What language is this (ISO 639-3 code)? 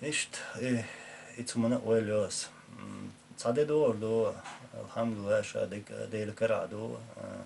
che